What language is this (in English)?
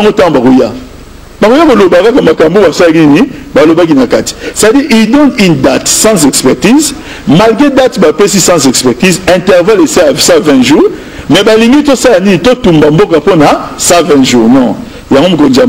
Lingala